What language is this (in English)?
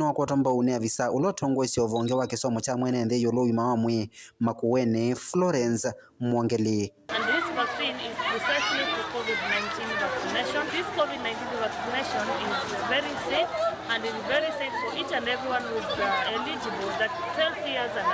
Kamba